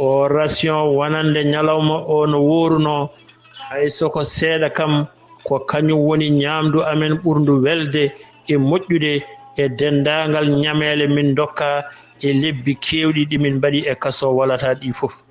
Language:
Fula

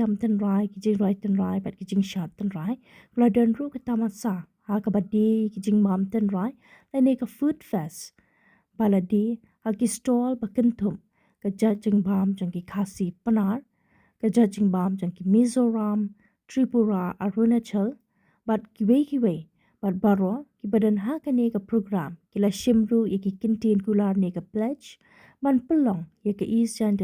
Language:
Khasi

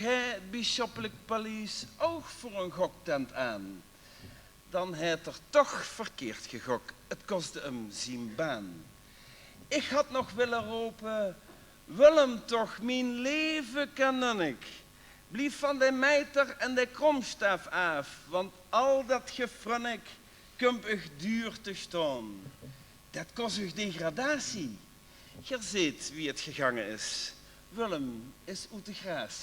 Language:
Limburgish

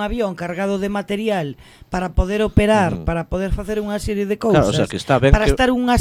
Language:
Galician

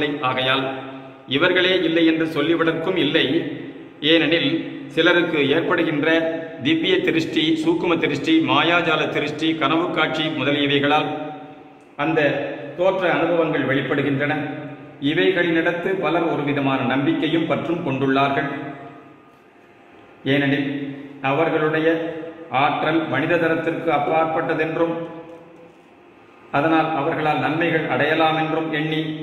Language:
Tamil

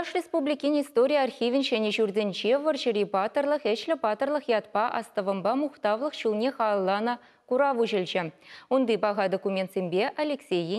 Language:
Chuvash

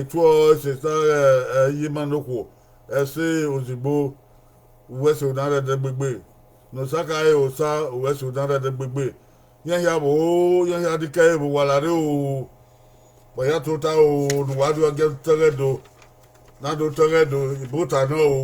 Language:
Bini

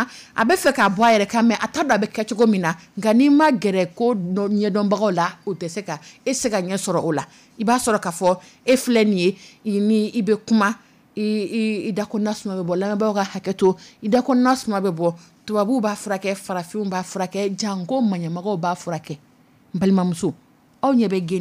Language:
Dyula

